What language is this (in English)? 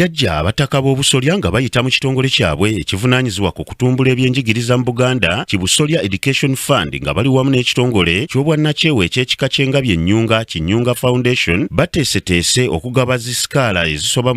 Ganda